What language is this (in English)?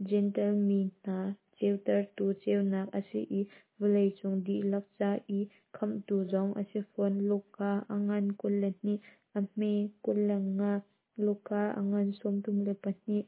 Hakha Chin